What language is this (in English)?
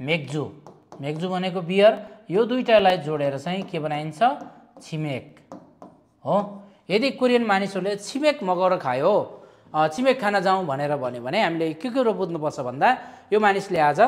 Nepali